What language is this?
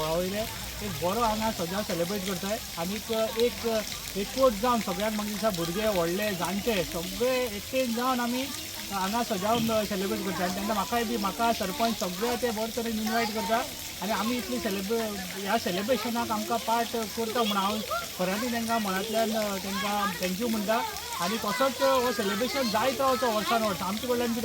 Konkani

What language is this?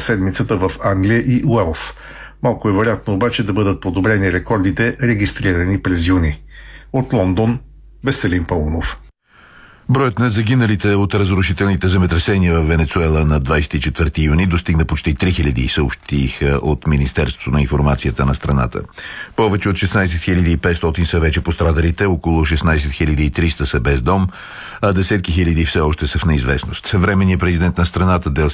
Bulgarian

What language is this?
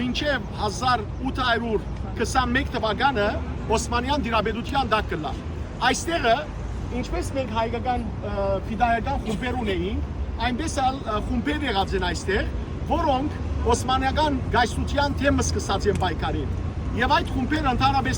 Western Armenian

